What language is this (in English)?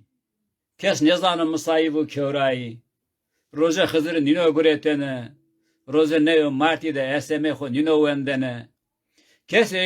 Zaza